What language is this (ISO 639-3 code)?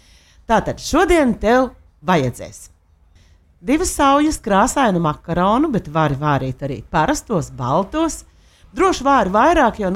lav